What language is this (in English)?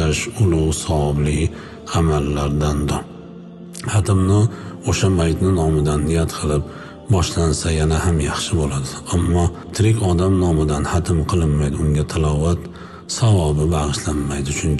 Uzbek